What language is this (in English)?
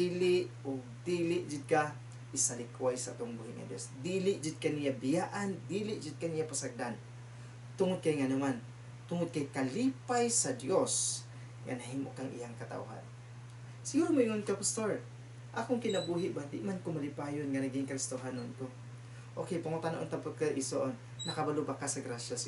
Cebuano